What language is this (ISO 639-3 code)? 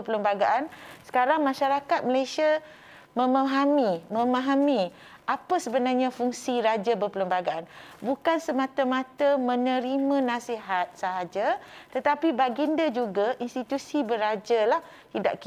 msa